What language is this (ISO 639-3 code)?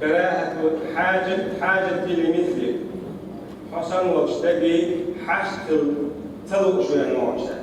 che